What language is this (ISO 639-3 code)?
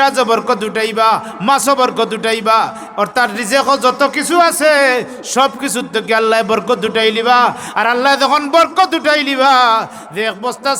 syl